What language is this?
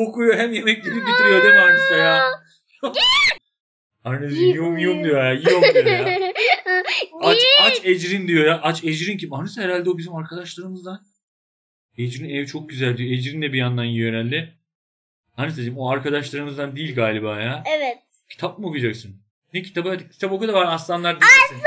Turkish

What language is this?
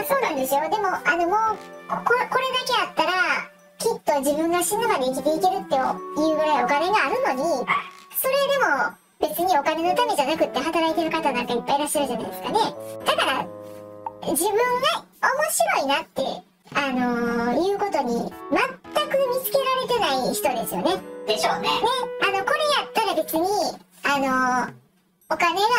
Japanese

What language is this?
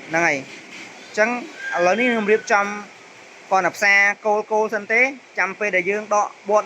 Khmer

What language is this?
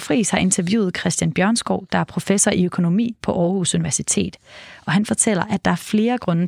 Danish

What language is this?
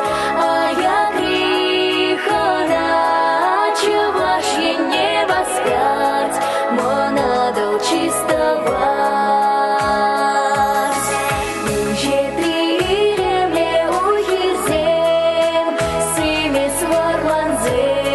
Chuvash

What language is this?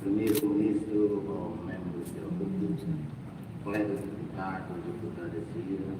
Tetum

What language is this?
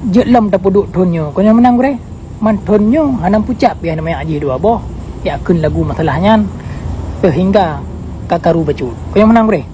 Achinese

